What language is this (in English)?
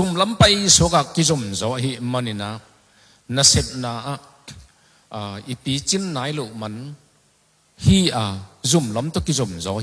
Tedim Chin